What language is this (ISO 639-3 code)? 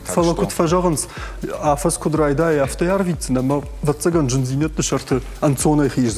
oss